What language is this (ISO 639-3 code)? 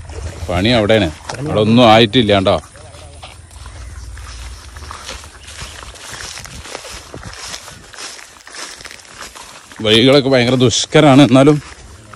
mal